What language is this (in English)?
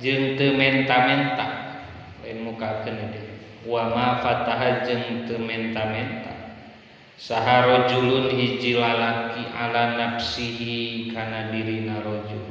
Sundanese